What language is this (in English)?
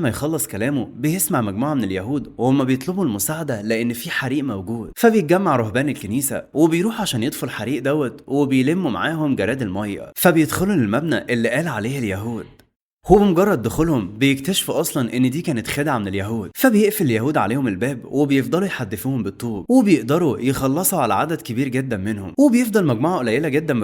Egyptian Arabic